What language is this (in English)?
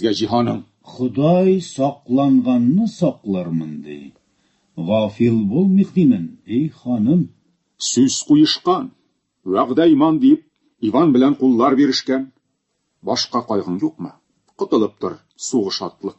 Tatar